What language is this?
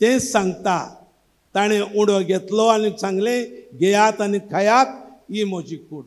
Konkani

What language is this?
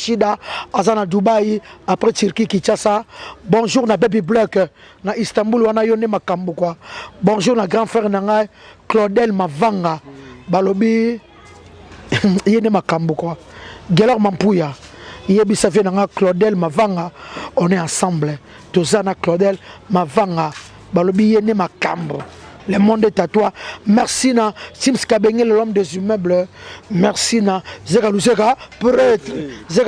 Lingala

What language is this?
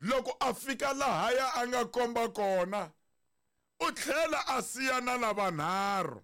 Tsonga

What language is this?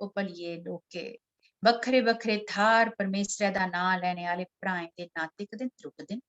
Dogri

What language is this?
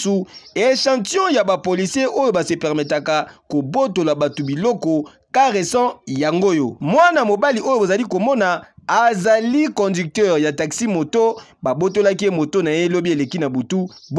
Lingala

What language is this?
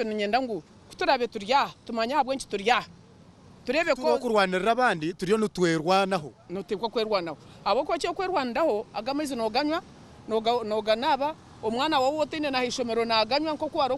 Nyankole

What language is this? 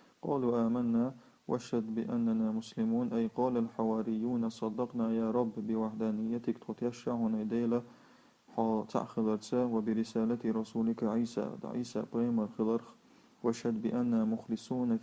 Chechen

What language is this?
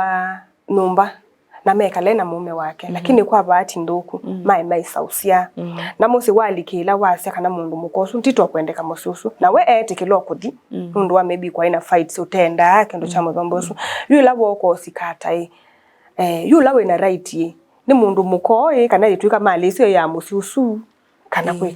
Kamba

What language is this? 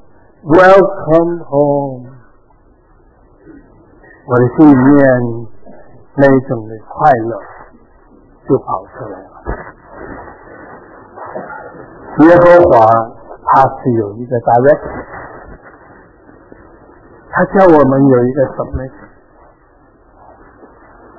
Chinese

